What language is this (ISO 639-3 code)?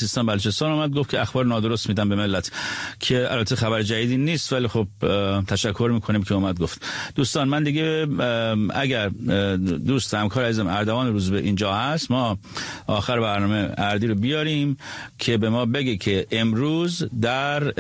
fas